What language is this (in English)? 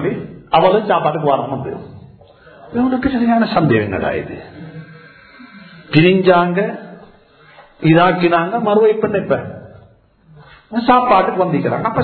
Tamil